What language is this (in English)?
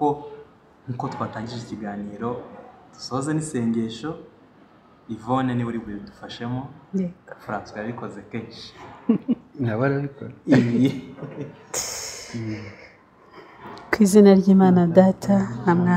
Kinyarwanda